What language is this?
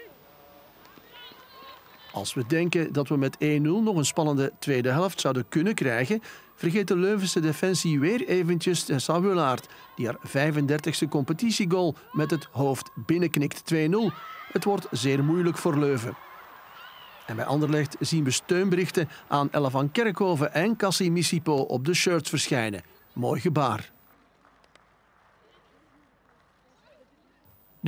Dutch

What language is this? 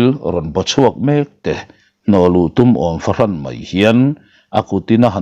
Mizo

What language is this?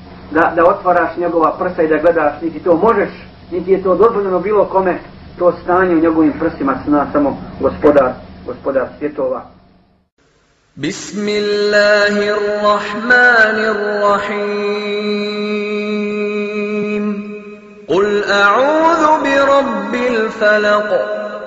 Bosnian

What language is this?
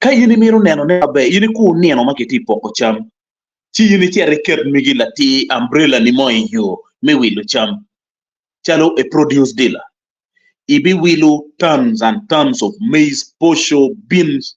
Acoli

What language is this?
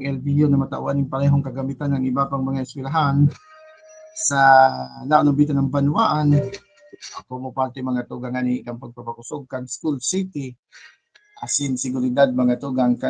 Bikol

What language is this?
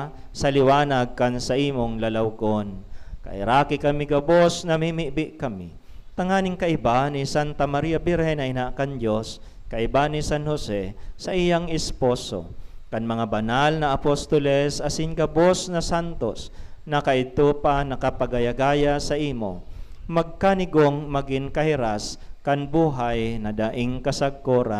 Bikol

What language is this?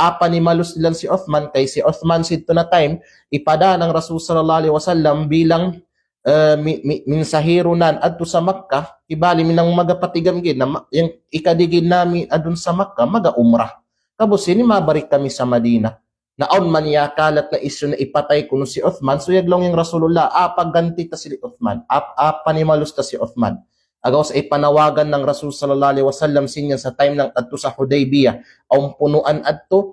Kalagan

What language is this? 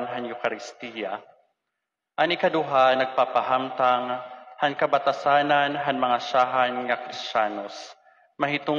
Waray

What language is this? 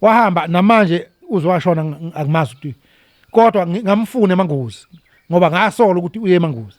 Zulu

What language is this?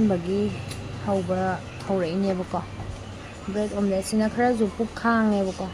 Manipuri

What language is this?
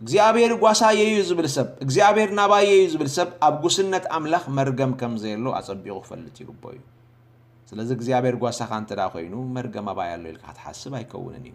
Tigrinya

